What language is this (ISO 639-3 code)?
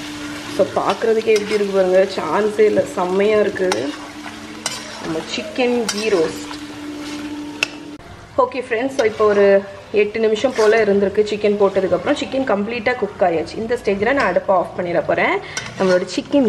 tam